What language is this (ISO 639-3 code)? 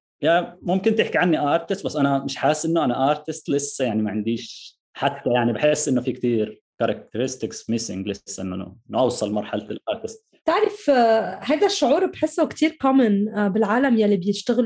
apc